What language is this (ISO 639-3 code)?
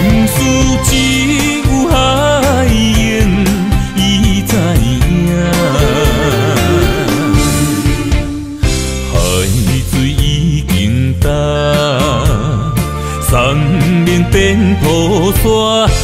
nan